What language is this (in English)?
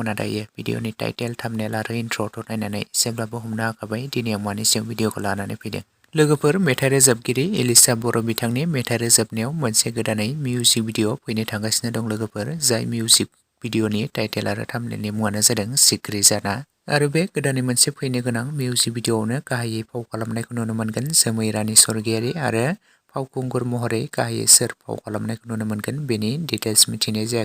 Bodo